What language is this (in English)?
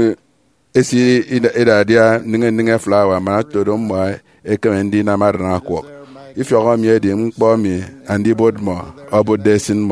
Efik